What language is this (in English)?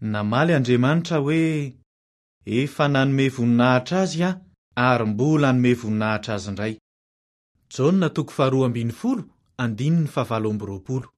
Malagasy